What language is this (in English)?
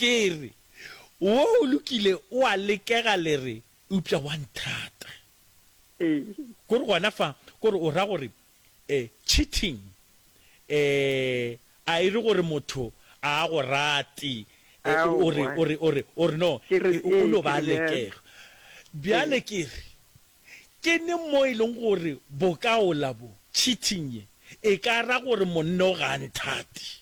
Northern Sotho